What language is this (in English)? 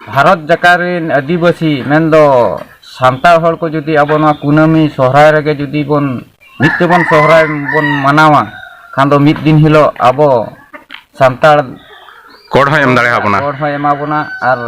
Santali